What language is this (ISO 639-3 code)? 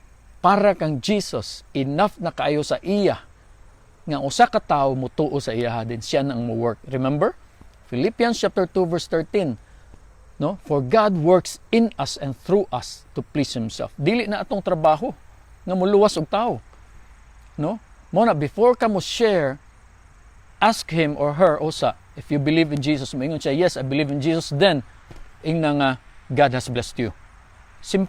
ceb